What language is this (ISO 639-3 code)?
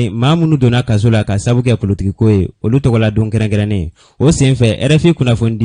bam